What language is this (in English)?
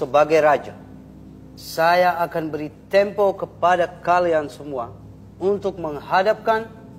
Banjar